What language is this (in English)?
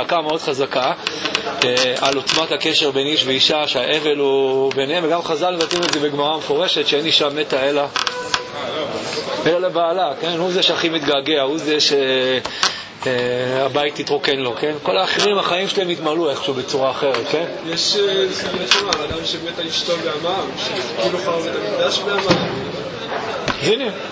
Hebrew